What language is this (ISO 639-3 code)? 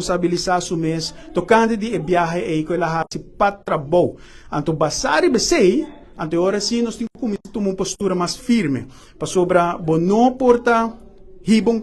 pap